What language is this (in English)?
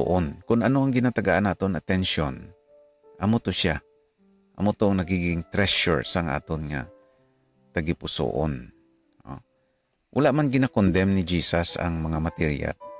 Hiligaynon